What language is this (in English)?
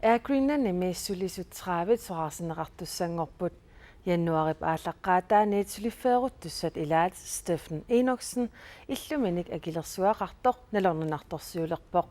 Kalaallisut